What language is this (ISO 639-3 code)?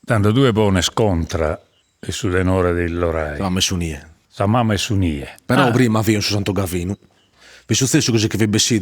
srd